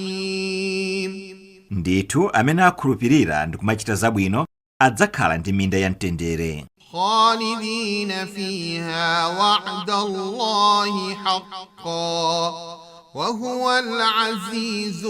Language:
Nyanja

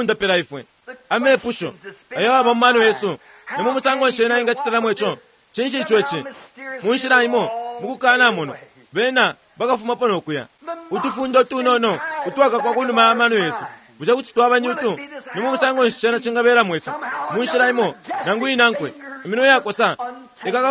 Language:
Bemba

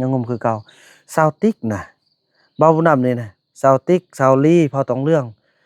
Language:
Northeastern Thai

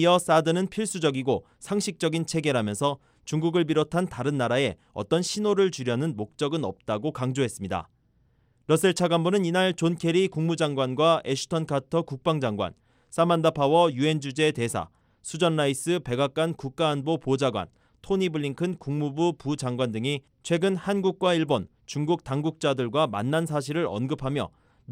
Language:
Korean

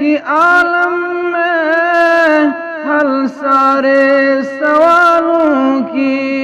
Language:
Kashmiri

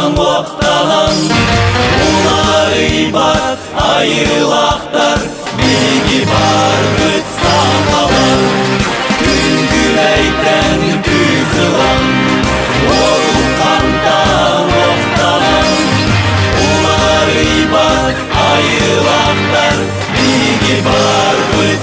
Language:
Yakut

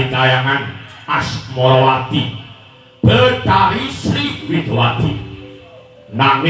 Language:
Javanese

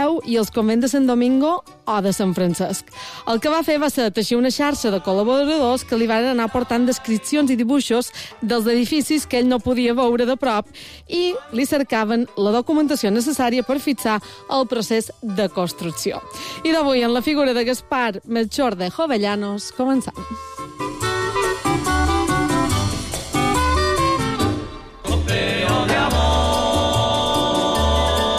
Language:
Catalan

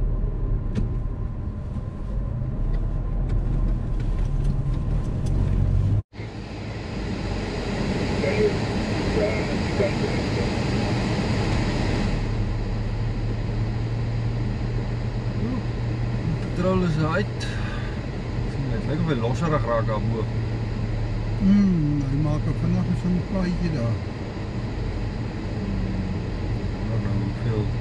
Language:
Afrikaans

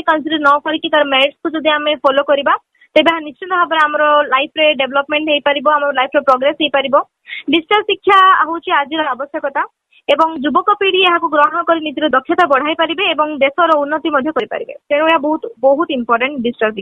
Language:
Odia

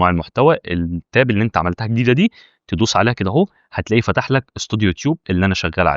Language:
Egyptian Arabic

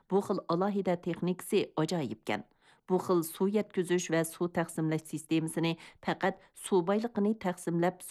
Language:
Uyghur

